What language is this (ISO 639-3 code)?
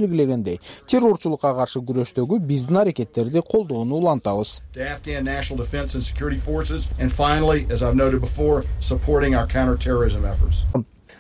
kir